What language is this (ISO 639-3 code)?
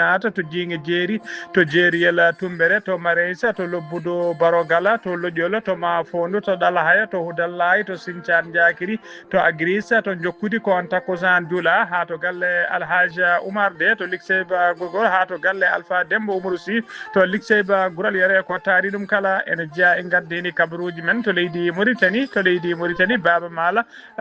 ful